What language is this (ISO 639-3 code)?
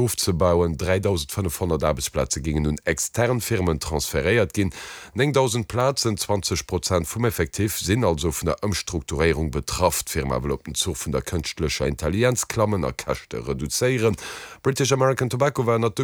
ltz